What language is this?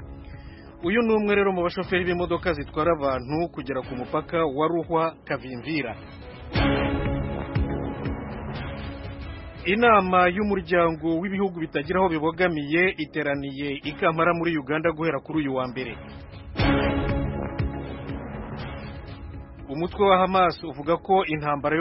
Kinyarwanda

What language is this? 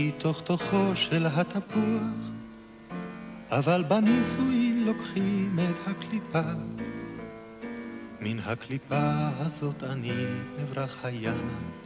Hebrew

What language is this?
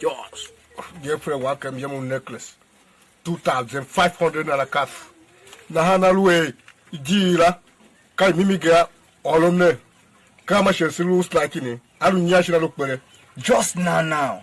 Tiv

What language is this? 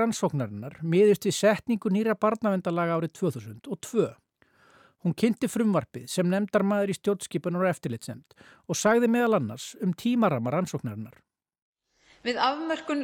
Icelandic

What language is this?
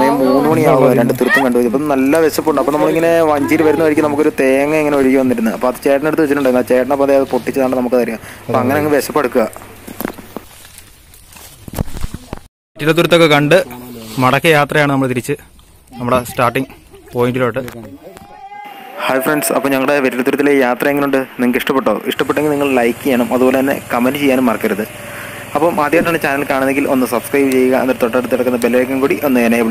Malayalam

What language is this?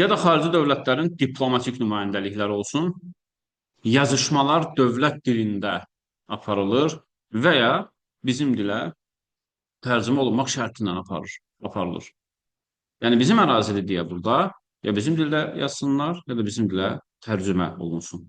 Azerbaijani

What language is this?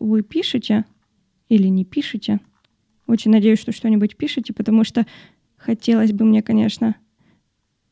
Russian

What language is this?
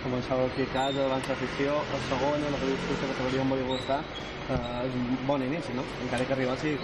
Catalan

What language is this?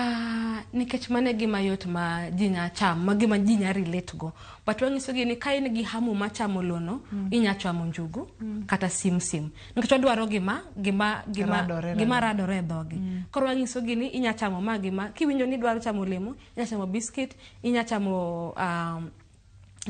Luo (Kenya and Tanzania)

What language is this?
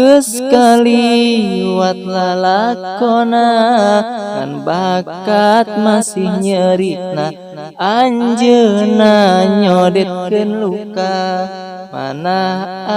Sundanese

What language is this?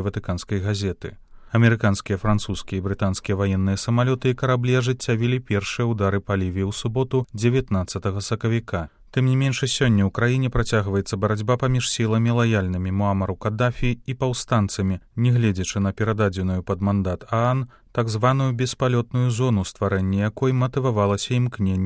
Belarusian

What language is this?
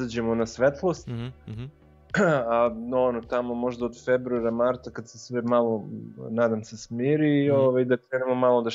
Serbian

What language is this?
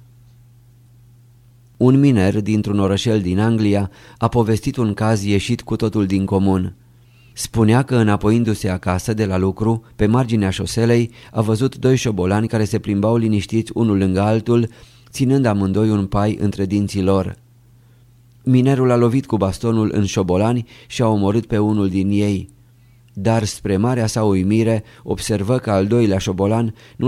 Romanian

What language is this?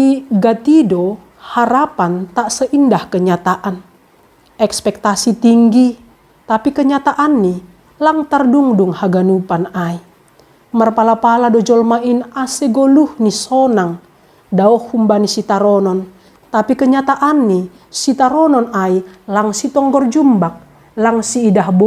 Batak Simalungun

